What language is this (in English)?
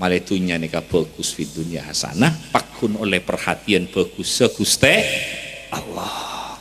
Madurese